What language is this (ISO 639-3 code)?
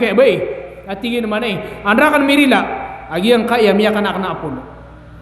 mrw